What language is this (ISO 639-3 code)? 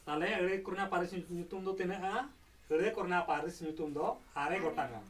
sat